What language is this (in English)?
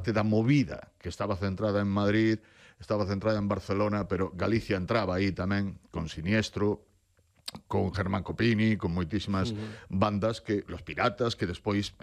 Galician